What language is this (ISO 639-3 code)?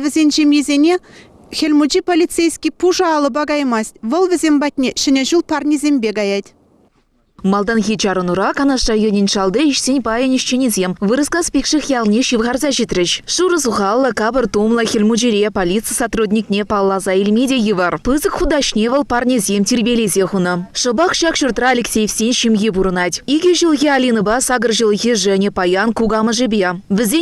chv